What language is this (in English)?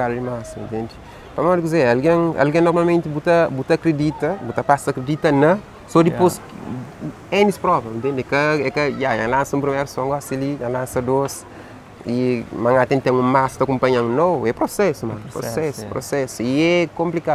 Kabuverdianu